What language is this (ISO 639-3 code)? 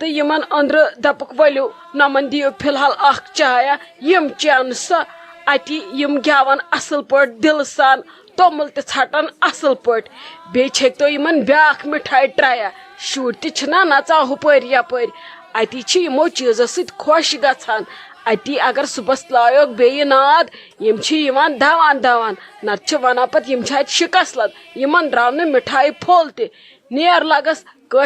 kas